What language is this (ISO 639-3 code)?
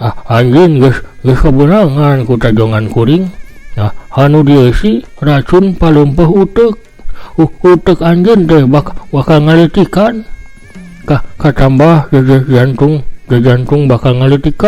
sun